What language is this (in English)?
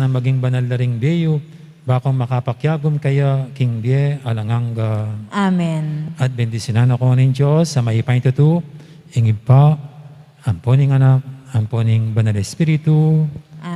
Pampanga